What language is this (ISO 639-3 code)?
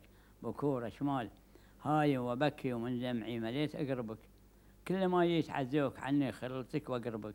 afb